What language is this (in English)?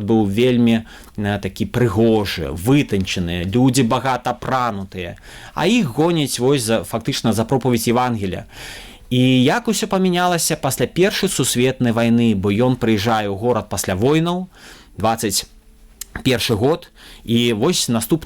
Belarusian